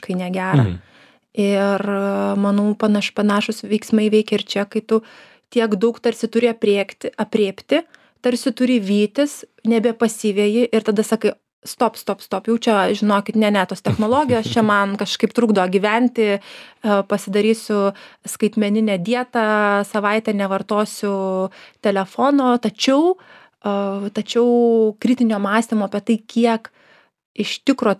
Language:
Lithuanian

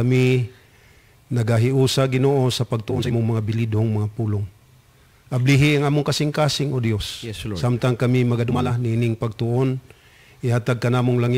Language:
Cebuano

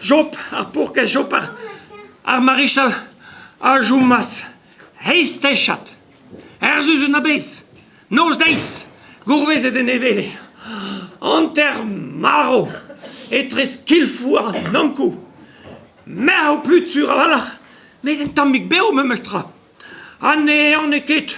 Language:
Breton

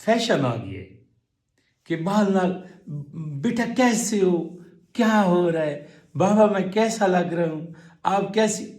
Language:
Saraiki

